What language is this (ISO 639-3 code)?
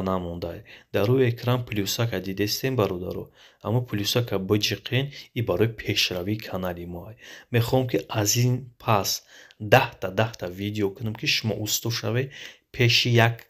tgk